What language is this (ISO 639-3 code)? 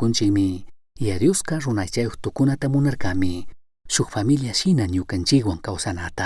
qug